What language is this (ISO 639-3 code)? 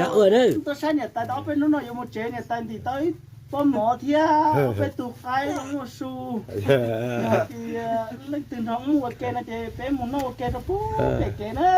hmn